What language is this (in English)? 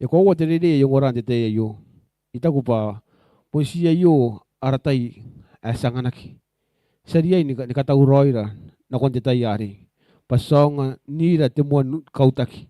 Gilbertese